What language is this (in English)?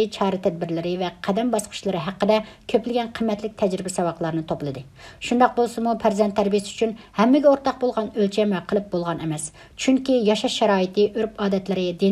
Uyghur